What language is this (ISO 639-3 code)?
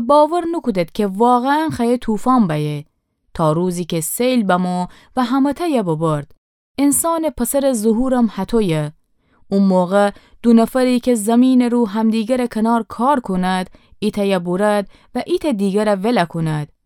glk